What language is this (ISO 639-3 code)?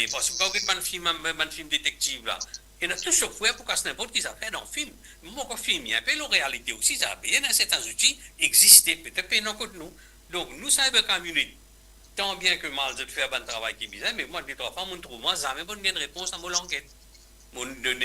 mfe